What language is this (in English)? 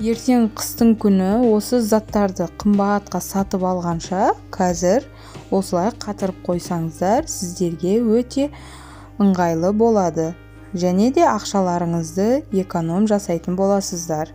Kazakh